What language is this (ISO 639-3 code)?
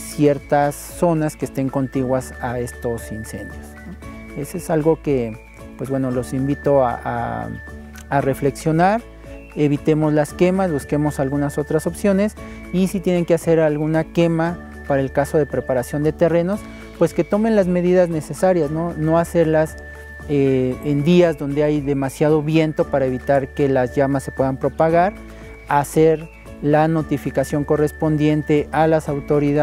spa